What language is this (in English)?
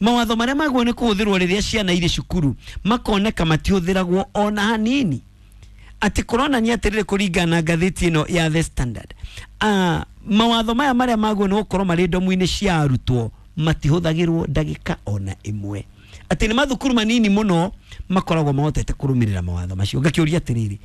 Kikuyu